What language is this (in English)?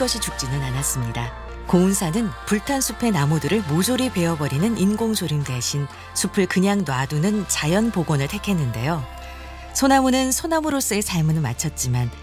Korean